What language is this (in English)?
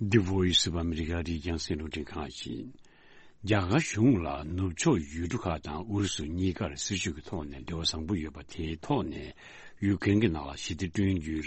Tibetan